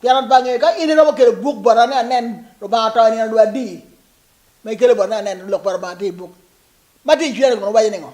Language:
Acoli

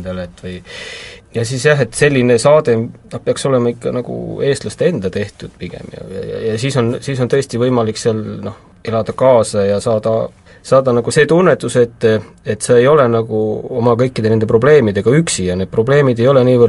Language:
Estonian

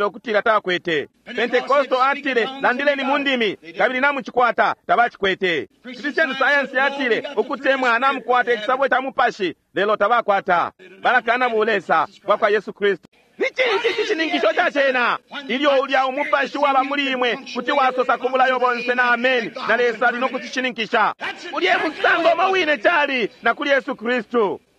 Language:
Bemba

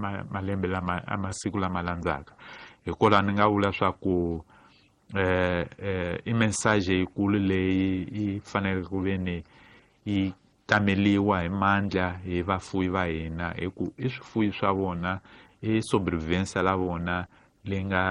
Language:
Tsonga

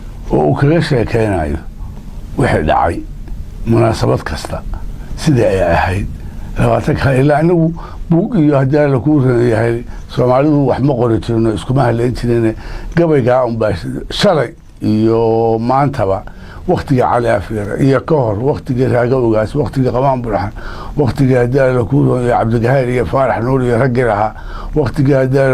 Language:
Somali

